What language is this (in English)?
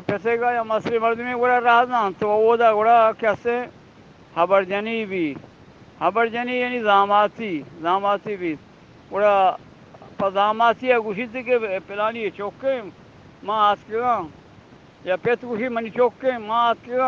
Eastern Balochi